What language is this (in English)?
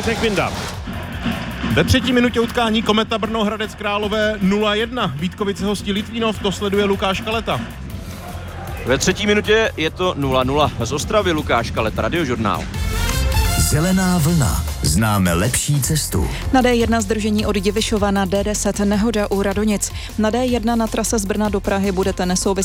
Czech